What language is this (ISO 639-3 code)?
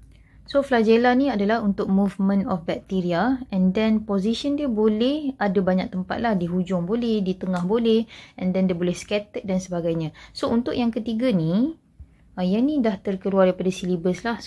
msa